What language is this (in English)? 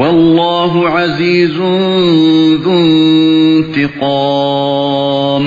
Uyghur